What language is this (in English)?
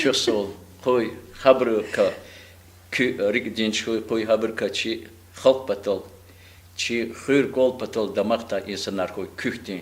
Lezghian